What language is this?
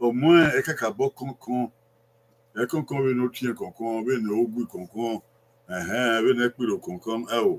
Bini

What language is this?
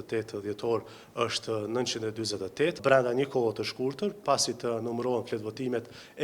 Albanian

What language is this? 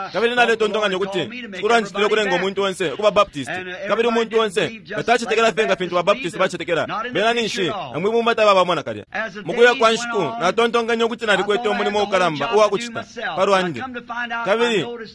Bemba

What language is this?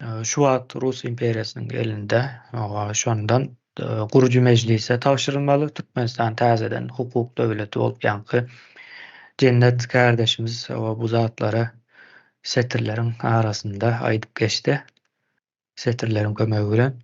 Turkmen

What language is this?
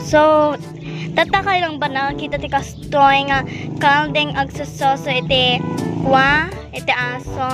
Iloko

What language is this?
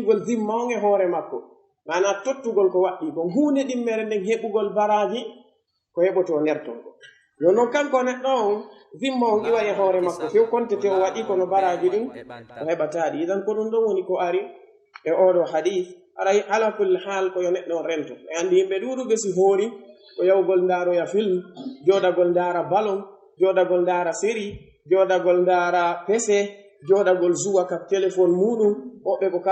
Pular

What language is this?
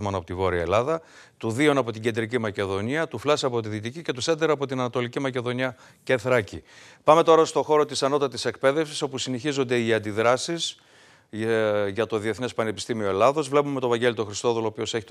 Greek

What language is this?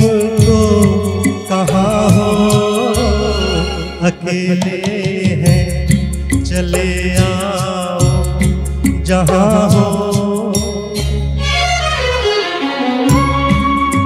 Hindi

